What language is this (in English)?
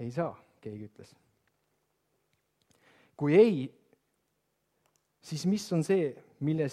Estonian